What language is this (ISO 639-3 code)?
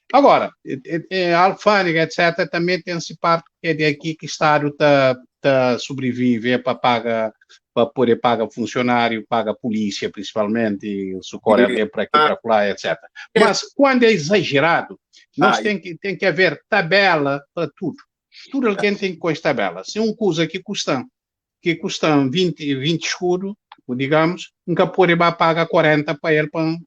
kea